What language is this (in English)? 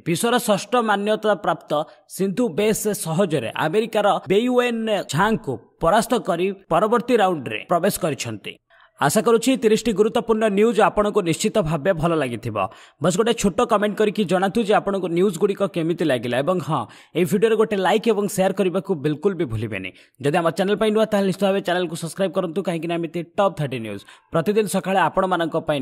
Odia